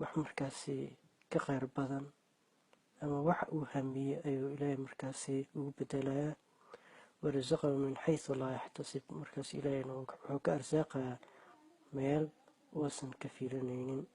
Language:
Somali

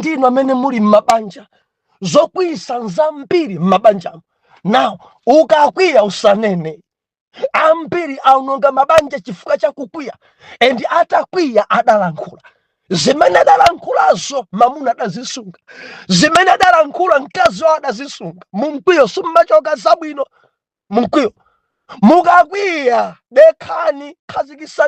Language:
Nyanja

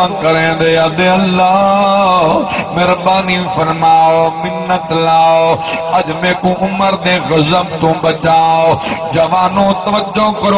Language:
Saraiki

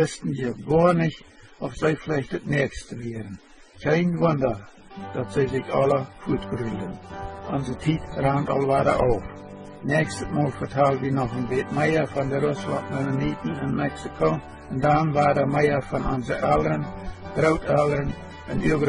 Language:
Plautdietsch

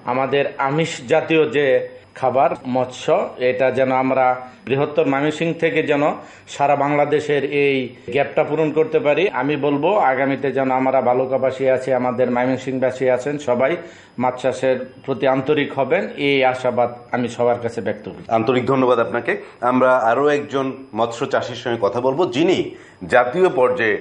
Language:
Bangla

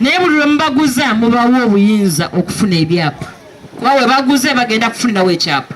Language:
Ganda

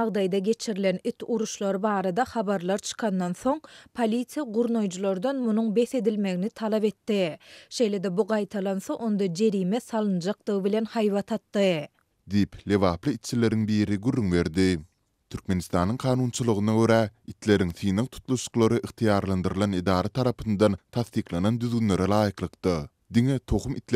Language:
Turkmen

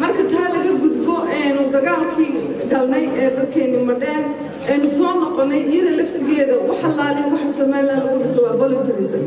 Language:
Somali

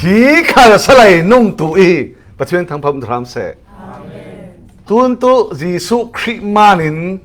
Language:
Falam Chin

